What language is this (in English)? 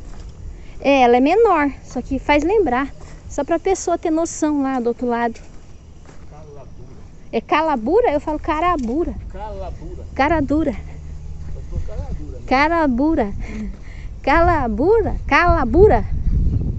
Portuguese